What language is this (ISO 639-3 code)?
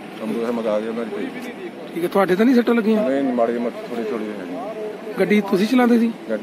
pan